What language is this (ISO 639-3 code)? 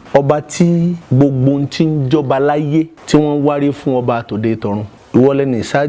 yor